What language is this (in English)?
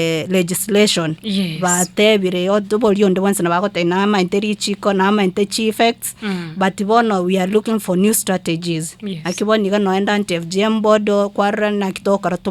Gusii